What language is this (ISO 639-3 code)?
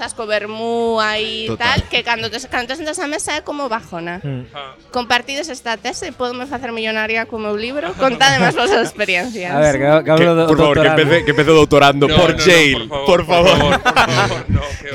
glg